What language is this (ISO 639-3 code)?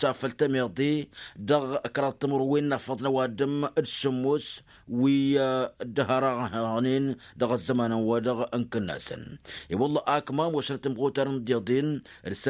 taq